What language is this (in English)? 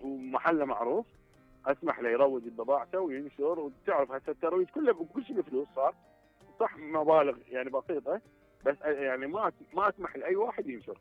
Mesopotamian Arabic